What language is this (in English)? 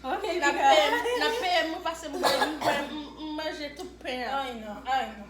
Haitian Creole